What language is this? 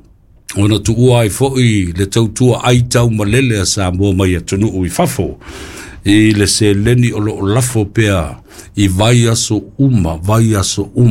Samoan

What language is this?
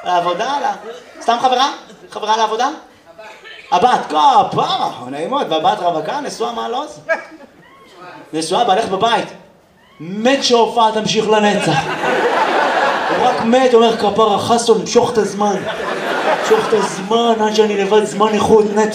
Hebrew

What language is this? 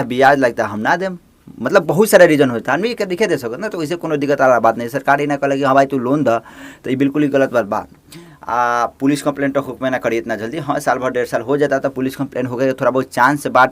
Bhojpuri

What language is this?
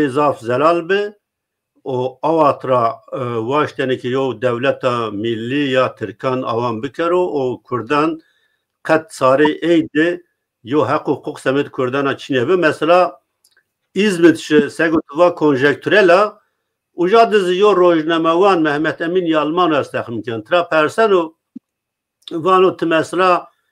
Zaza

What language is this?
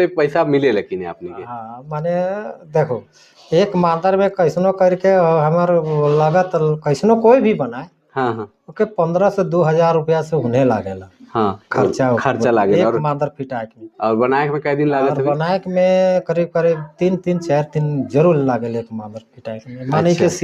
Sadri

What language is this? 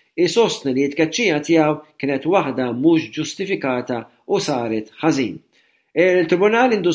Maltese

